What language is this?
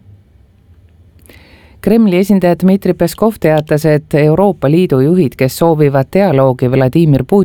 Estonian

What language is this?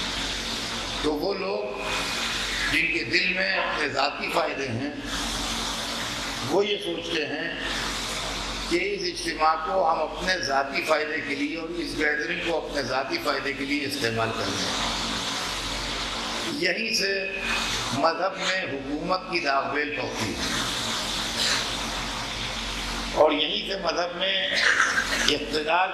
Urdu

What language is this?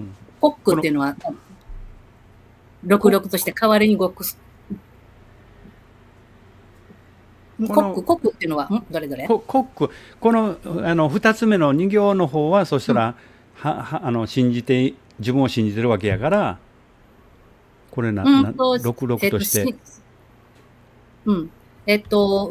Japanese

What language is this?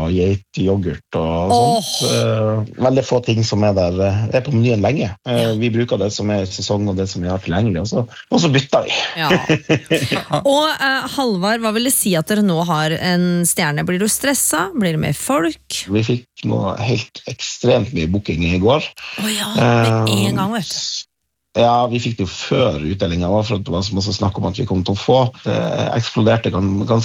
Norwegian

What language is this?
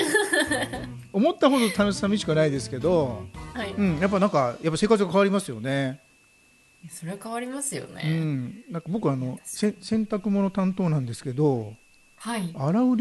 Japanese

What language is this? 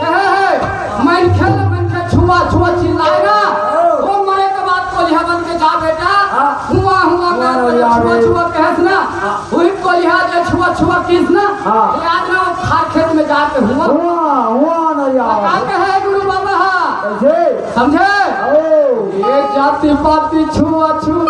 Chhattisgarhi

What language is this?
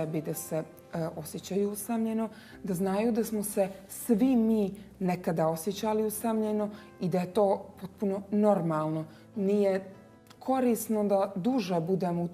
Bosnian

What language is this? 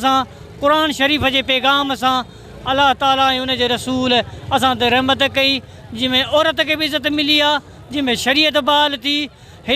Sindhi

